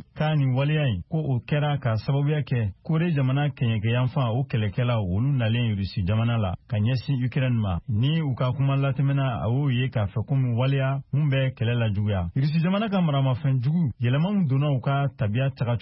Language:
Bambara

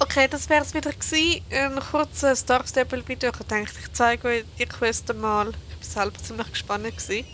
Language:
Swiss German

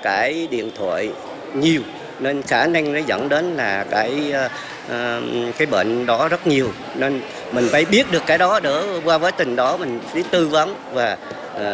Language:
Vietnamese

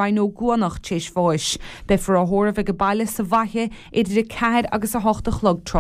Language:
Irish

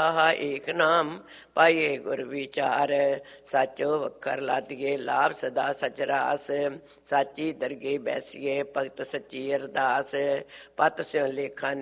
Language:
Punjabi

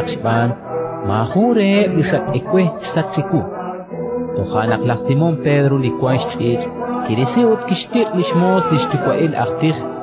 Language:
Kekchí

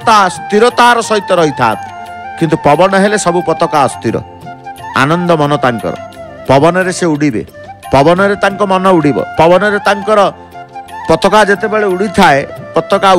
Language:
Odia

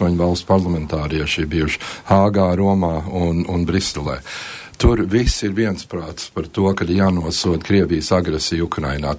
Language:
Latvian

